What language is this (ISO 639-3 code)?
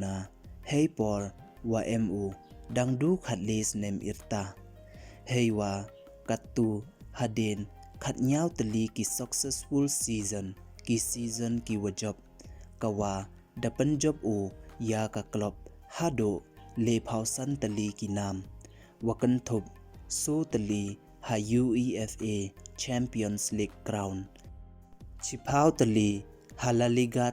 pbv